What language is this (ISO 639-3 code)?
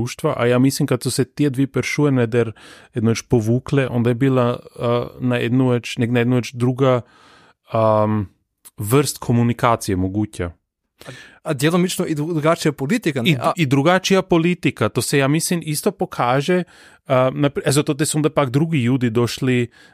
slv